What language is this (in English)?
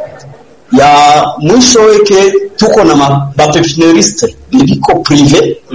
Swahili